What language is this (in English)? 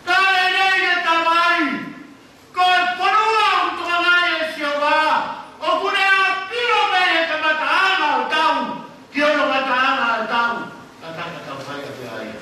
Tongan